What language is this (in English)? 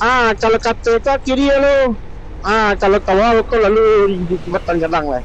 Minangkabau